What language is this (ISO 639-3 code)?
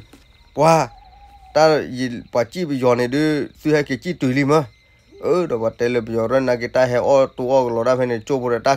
ksw